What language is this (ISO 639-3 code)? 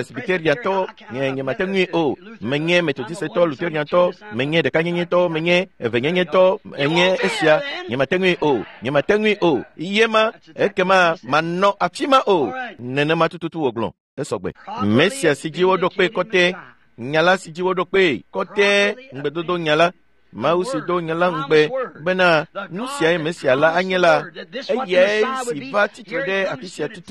ewe